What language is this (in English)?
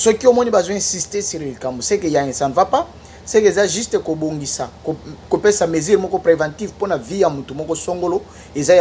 Lingala